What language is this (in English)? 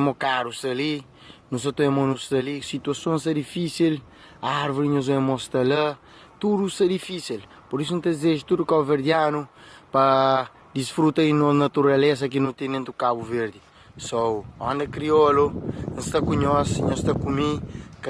Kabuverdianu